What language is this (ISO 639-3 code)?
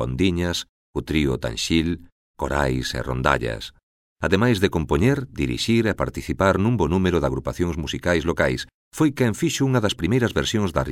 glg